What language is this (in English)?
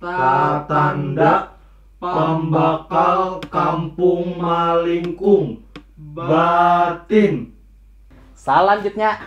Banjar